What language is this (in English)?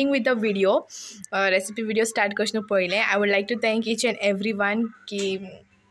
Konkani